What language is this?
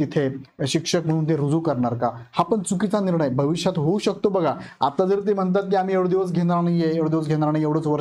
Marathi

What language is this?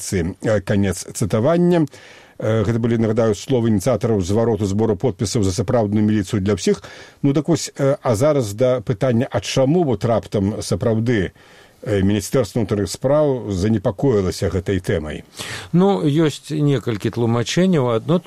Belarusian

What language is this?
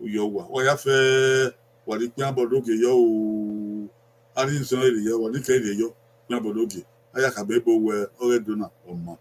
Bini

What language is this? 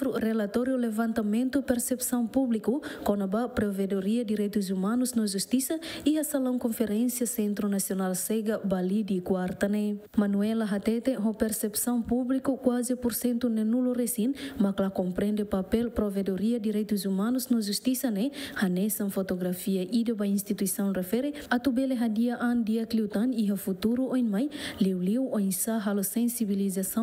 Tetum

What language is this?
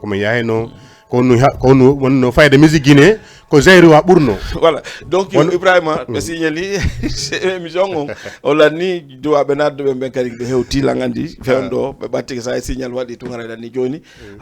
Fula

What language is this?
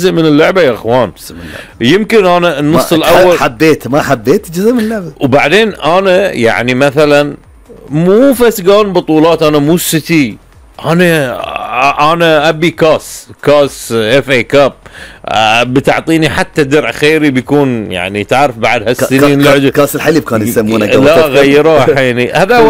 Gulf Arabic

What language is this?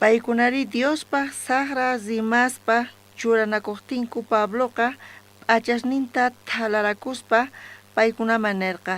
South Bolivian Quechua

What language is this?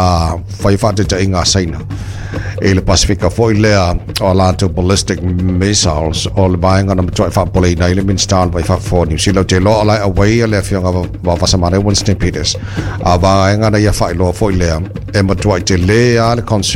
Samoan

